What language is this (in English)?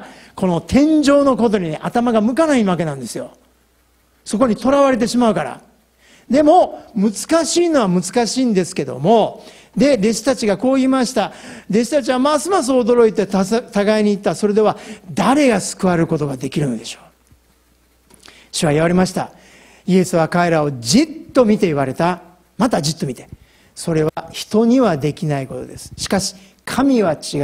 Japanese